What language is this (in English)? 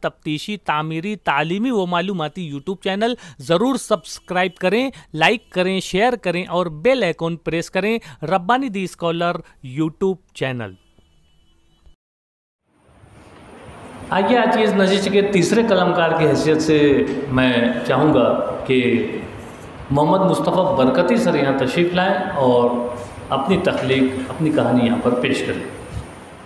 Urdu